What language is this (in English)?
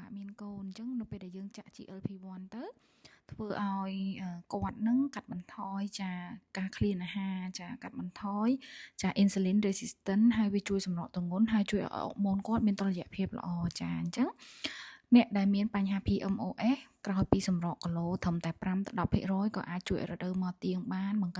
Khmer